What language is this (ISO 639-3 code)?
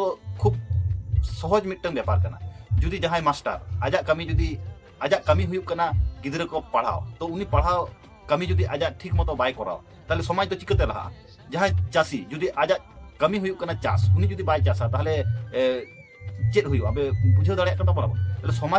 sat